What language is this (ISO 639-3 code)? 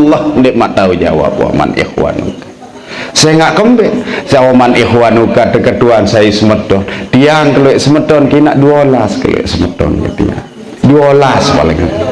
sas